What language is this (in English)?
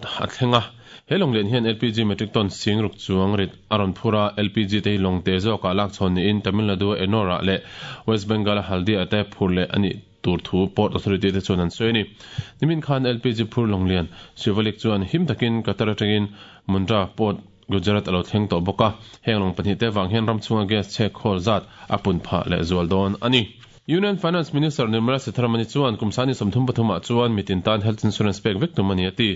Mizo